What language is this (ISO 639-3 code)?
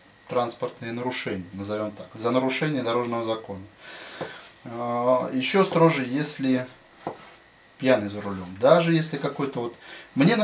rus